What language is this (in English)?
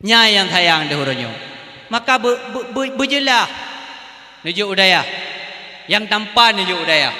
Achinese